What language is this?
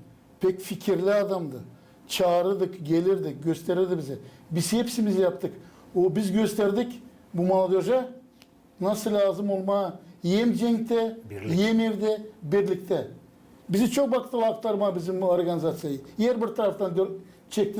Gagauz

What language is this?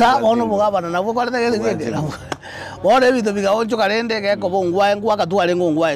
Gusii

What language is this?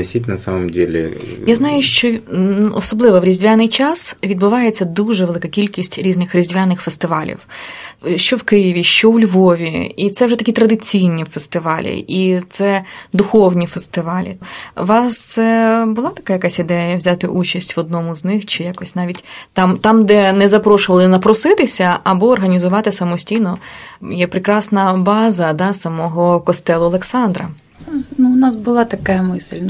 Ukrainian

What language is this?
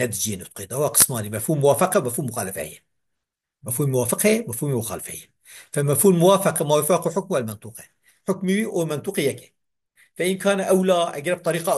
Kurdish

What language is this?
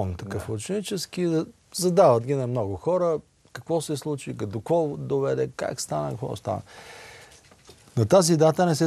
Bulgarian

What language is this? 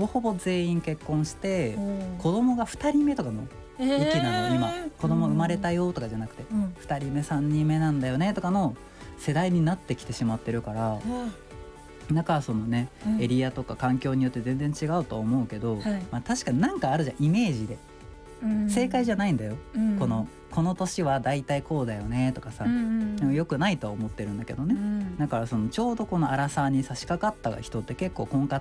Japanese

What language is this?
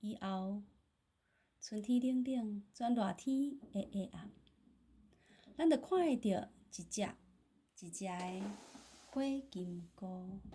Min Nan Chinese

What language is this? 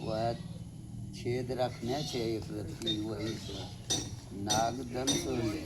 Angika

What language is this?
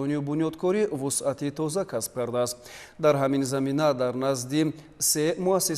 Tajik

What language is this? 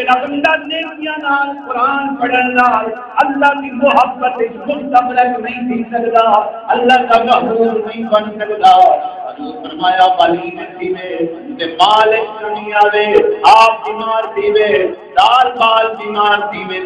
Saraiki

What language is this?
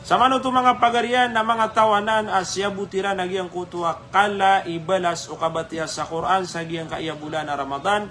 Maranao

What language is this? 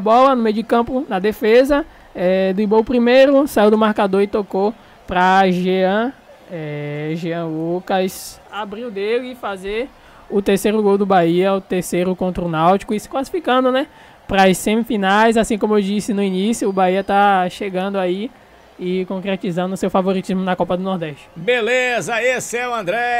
Portuguese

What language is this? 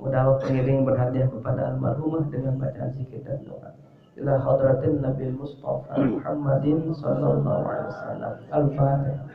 Sasak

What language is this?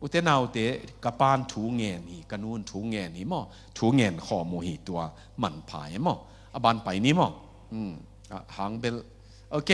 Tedim Chin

